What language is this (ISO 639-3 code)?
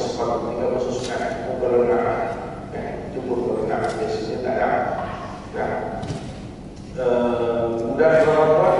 msa